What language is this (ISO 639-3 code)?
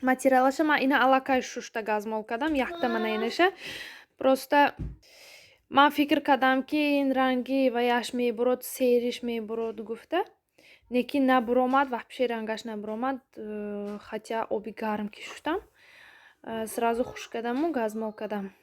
tgk